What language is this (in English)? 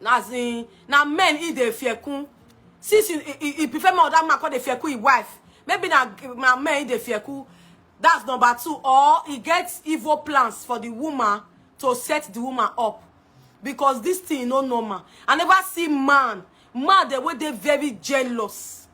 Nigerian Pidgin